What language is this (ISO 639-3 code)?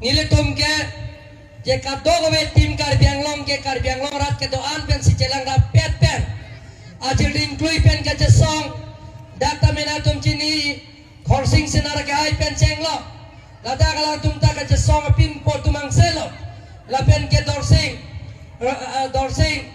mjw